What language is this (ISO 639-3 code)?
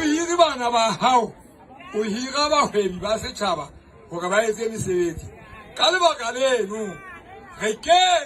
sot